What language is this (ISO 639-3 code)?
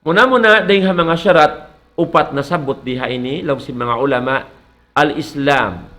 tsg